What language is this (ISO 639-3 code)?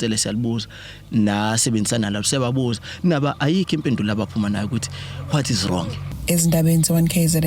zul